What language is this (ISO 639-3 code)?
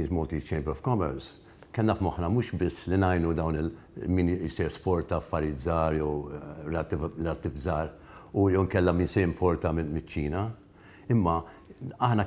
mlt